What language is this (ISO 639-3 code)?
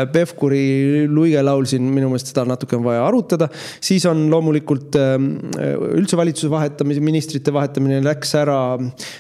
est